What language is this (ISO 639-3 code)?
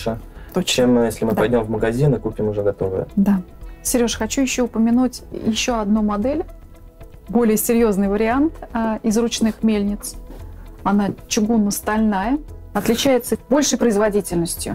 rus